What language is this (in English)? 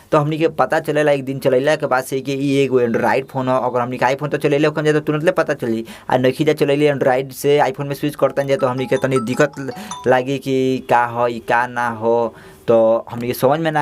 Bhojpuri